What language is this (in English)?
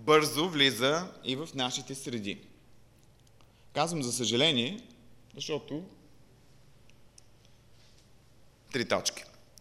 Bulgarian